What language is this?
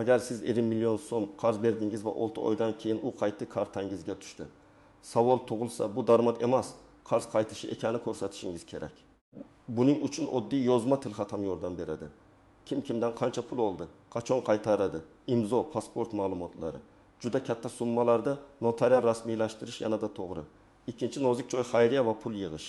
Uzbek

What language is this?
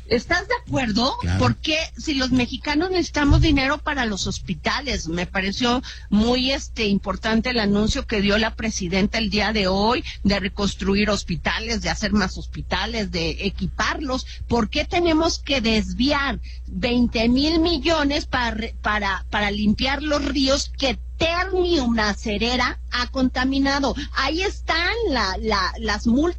Spanish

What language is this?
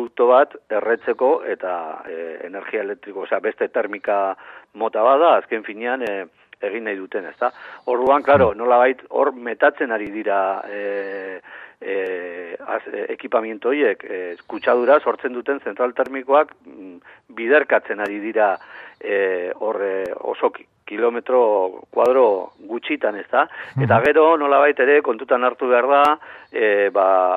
Basque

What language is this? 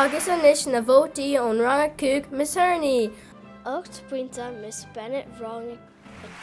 Irish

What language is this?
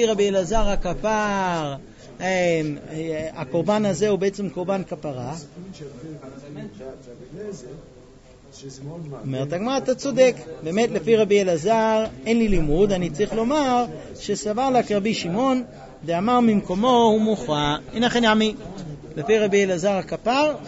Hebrew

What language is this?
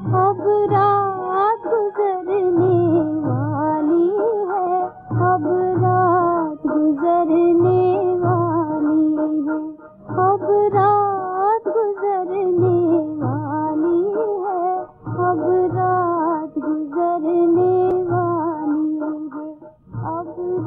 Hindi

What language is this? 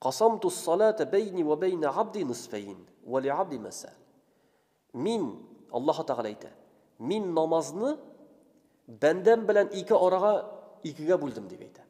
Tatar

